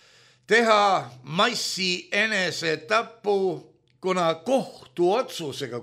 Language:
Estonian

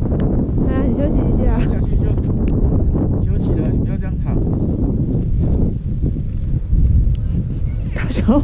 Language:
Chinese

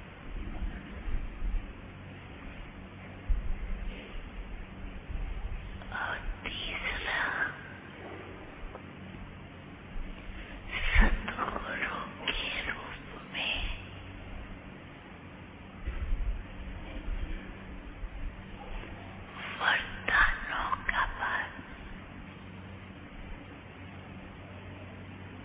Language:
Hindi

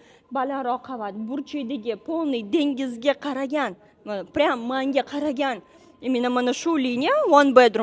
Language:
Uzbek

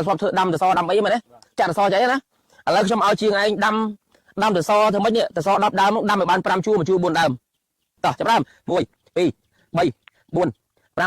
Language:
Khmer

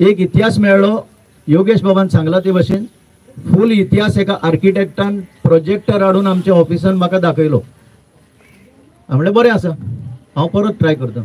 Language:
Konkani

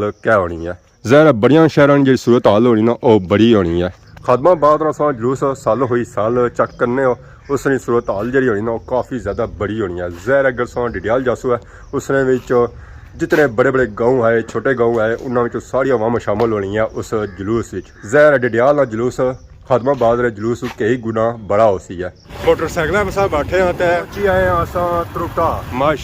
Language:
Pahari-Potwari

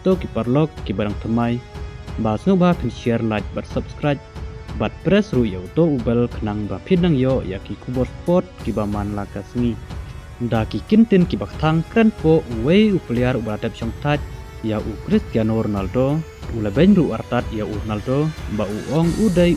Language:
Khasi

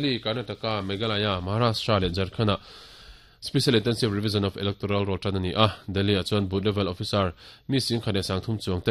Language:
Mizo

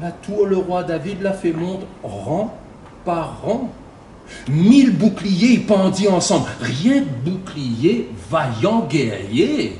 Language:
Réunion Creole French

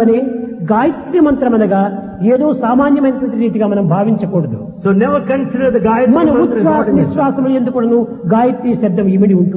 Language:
Telugu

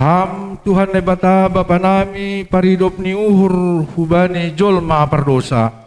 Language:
Batak Simalungun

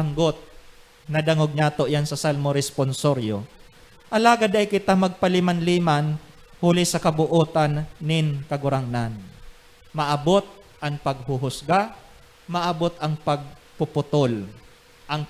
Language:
Bikol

